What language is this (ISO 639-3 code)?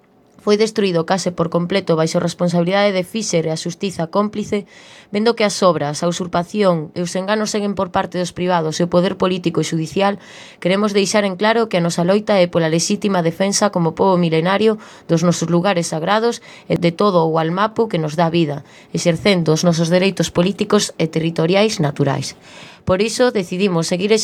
glg